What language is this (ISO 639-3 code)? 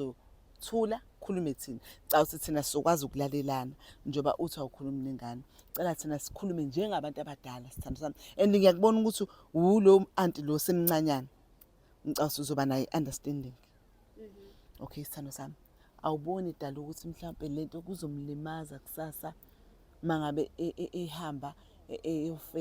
zul